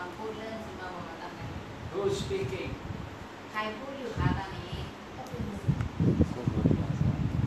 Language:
Thai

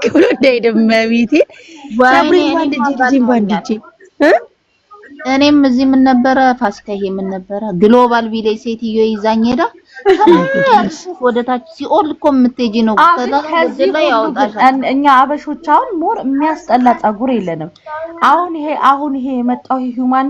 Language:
Amharic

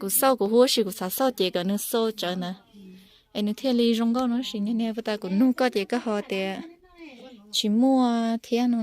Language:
Hmong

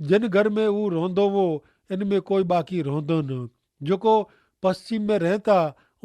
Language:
Kachhi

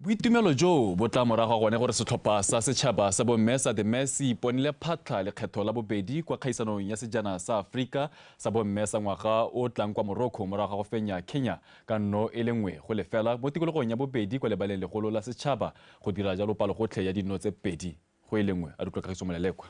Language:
Tswana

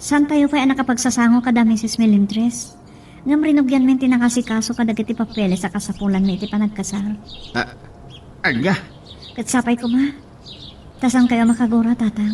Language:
Iloko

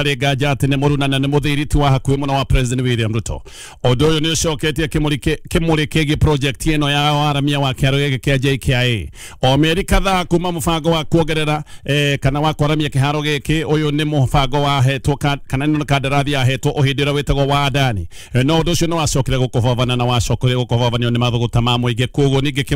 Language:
Kikuyu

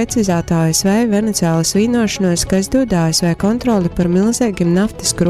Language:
Latgalian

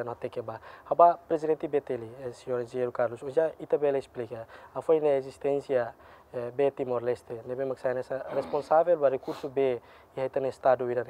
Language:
Tetum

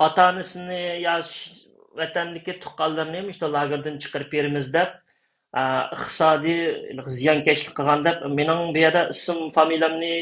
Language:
Uyghur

